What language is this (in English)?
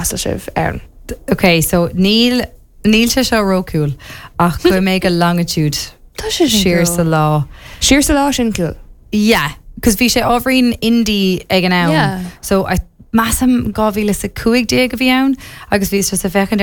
Irish